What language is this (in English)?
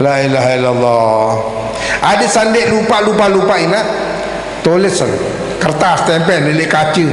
Sasak